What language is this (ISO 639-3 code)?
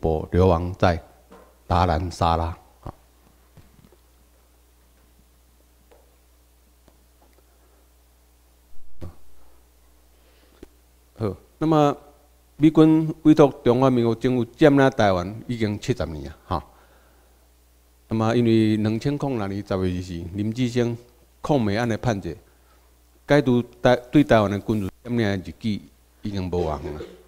zho